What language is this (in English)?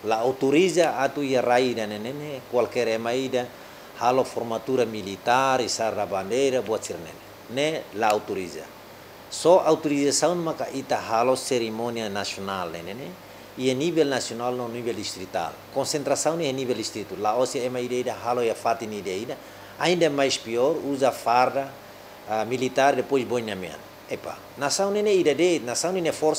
Tetum